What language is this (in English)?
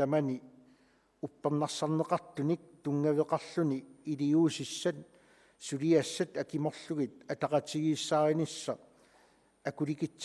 Kalaallisut